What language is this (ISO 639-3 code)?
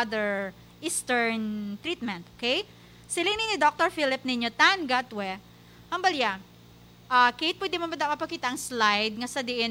hil